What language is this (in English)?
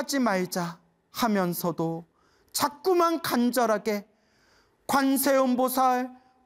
Korean